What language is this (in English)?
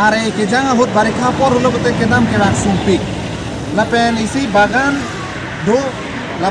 Karbi